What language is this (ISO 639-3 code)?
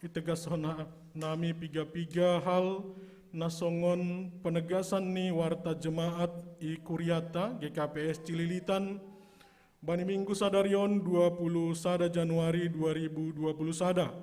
bts